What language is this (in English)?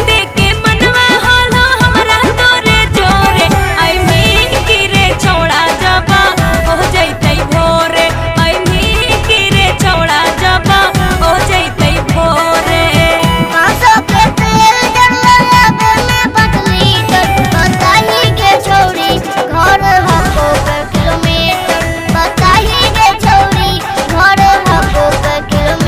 Magahi